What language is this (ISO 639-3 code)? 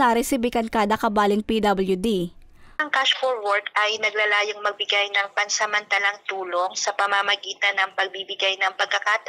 bik